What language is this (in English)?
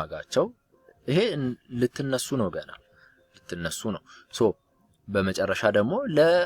Amharic